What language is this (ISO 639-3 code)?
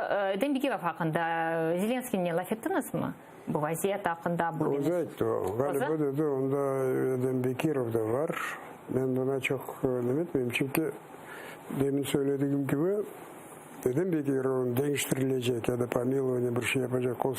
crh